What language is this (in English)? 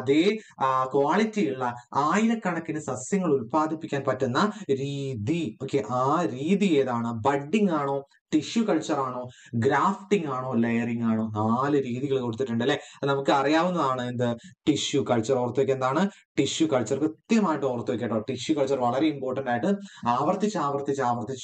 Malayalam